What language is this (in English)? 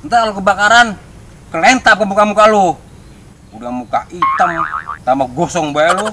Betawi